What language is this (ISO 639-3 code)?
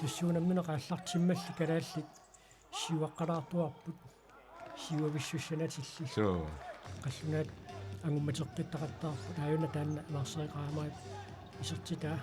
kal